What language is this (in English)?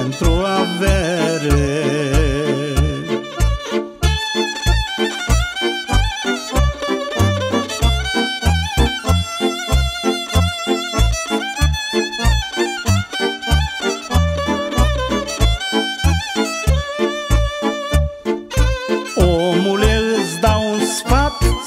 Romanian